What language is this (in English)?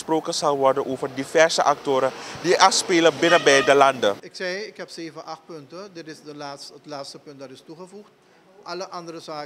Dutch